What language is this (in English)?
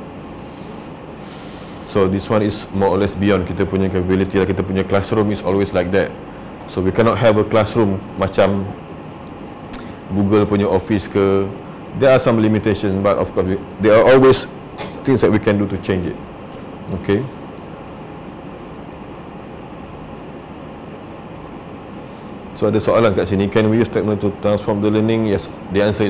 Malay